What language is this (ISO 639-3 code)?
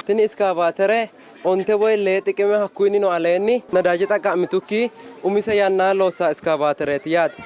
sid